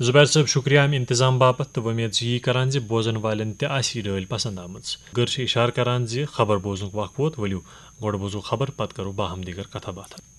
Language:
Kashmiri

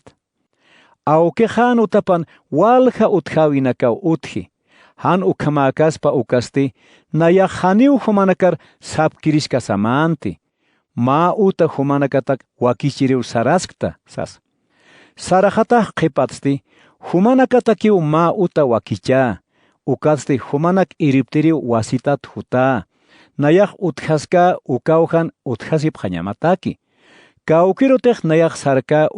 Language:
Aymara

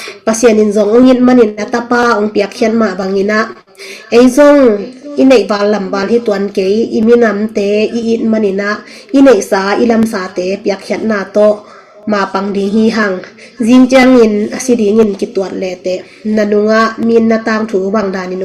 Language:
Tedim Chin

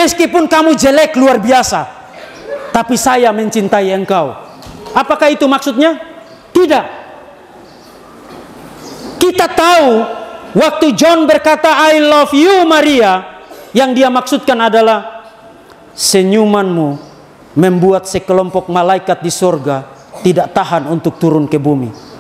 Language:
Indonesian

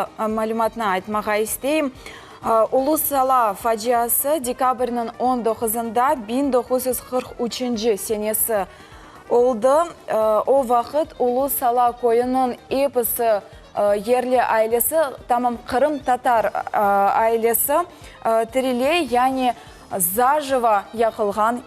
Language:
Crimean Tatar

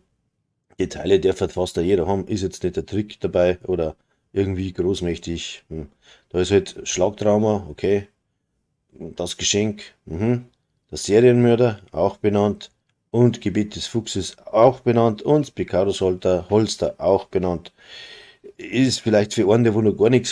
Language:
Bavarian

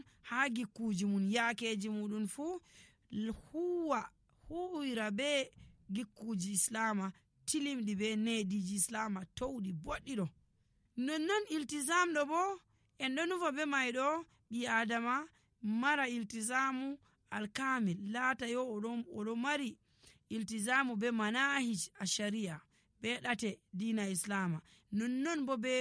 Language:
Nigerian Fulfulde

